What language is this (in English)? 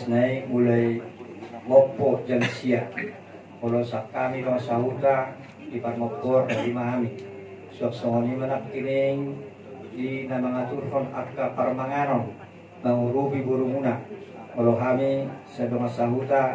Batak Toba